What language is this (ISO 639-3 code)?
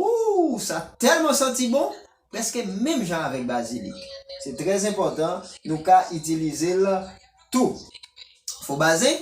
hat